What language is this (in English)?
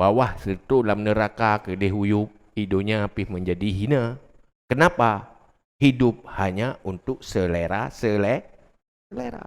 Achinese